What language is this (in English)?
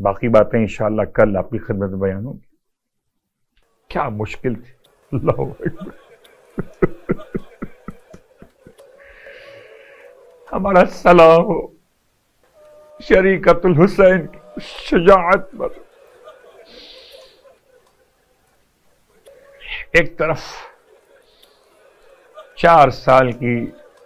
Urdu